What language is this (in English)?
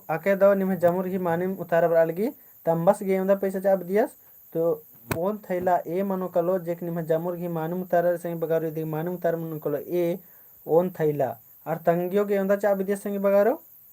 Kurukh